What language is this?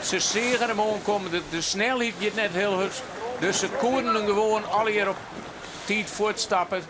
Western Frisian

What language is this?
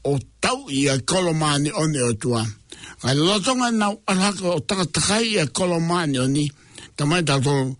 Tongan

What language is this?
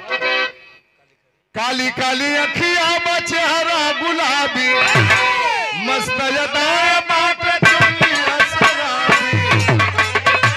Bhojpuri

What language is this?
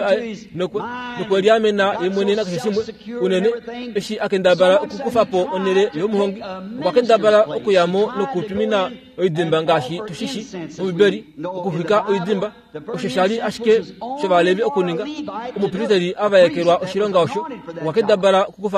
Kuanyama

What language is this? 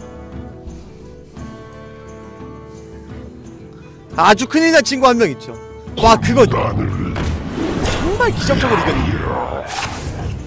Korean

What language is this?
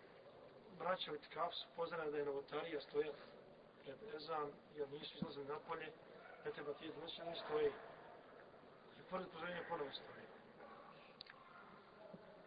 Bosnian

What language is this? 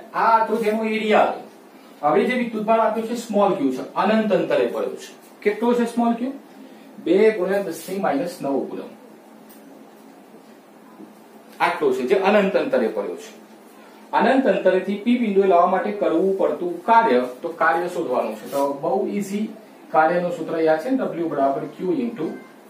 Gujarati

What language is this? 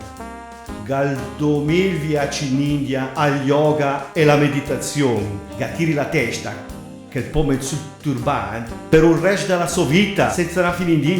Lombard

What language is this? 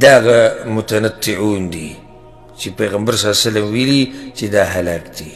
Pashto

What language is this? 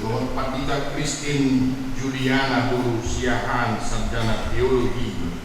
Batak Toba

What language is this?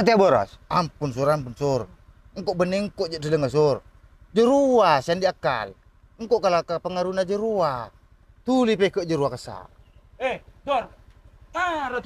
Madurese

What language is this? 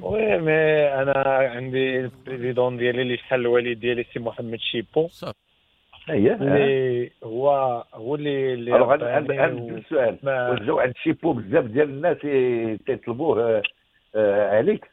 Moroccan Arabic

